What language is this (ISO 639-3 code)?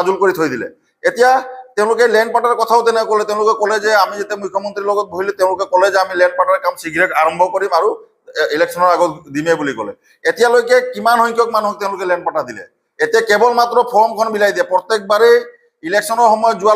asm